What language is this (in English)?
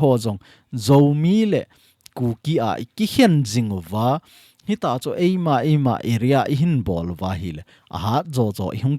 Thado Chin